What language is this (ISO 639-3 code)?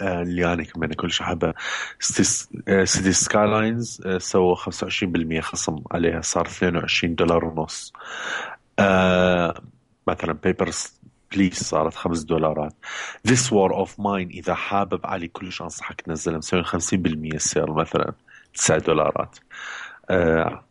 acm